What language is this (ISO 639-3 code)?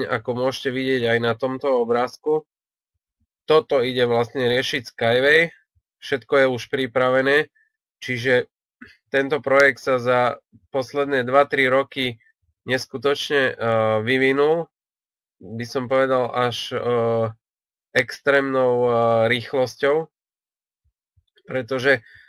slk